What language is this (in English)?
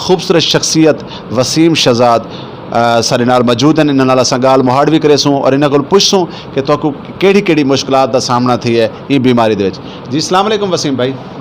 Saraiki